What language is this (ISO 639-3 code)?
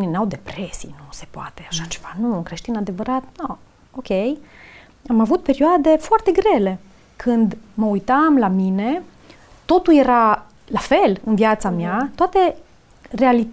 ron